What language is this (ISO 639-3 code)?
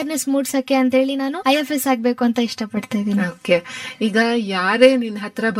kan